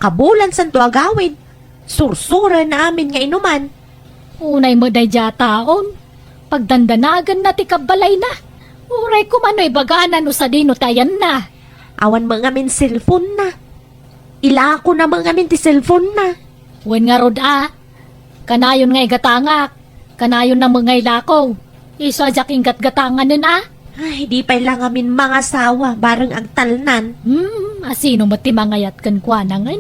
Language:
Iloko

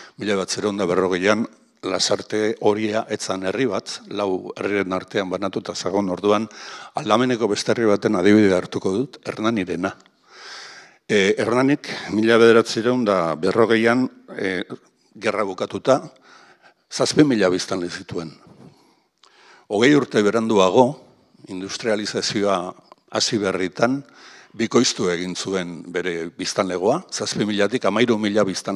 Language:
Basque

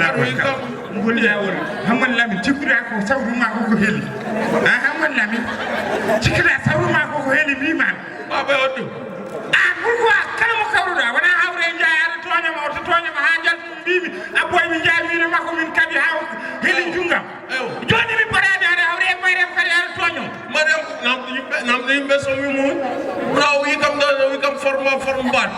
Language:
Fula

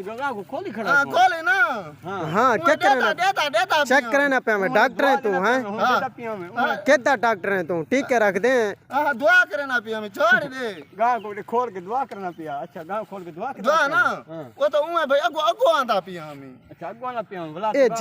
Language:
Saraiki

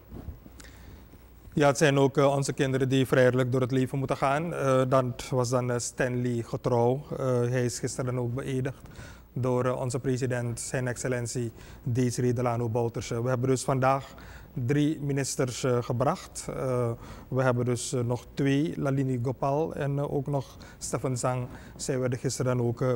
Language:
Dutch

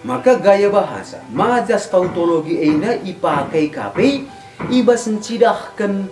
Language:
Batak Karo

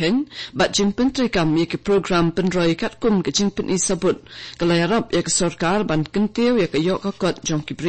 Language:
Khasi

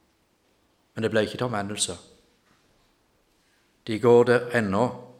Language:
Norwegian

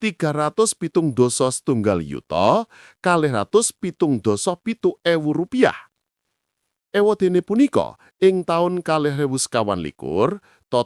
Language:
Javanese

